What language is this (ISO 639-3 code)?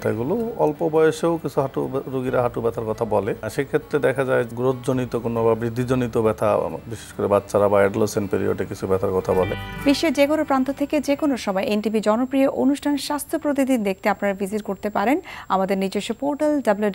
ben